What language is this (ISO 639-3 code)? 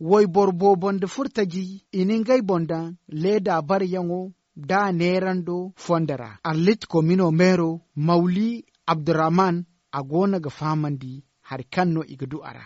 dje